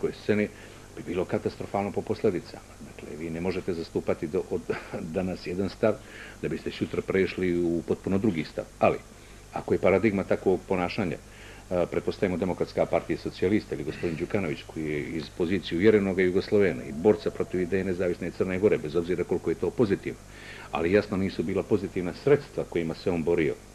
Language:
Bosnian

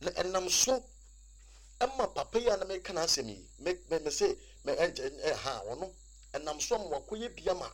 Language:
Akan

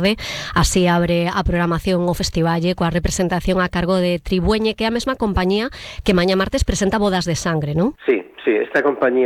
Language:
Galician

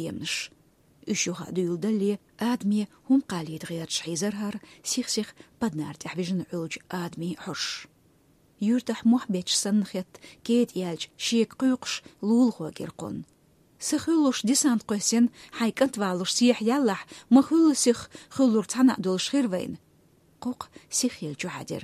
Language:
Chechen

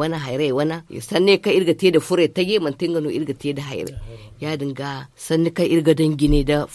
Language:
Zarma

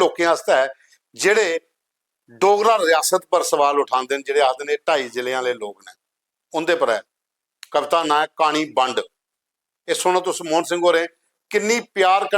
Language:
Dogri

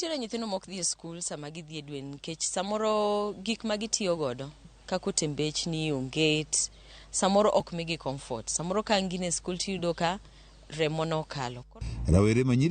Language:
Luo (Kenya and Tanzania)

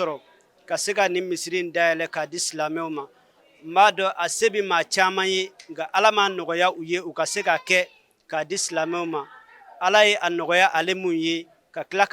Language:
Bambara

